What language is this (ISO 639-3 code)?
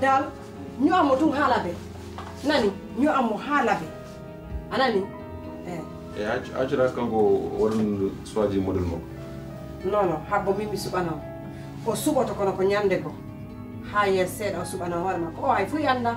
fuf